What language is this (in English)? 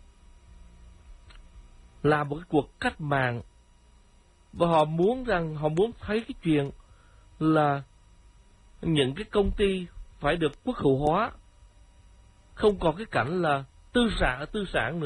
Vietnamese